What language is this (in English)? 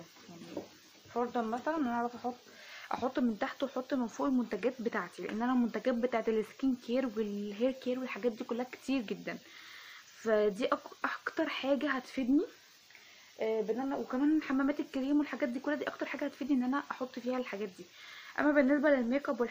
Egyptian Arabic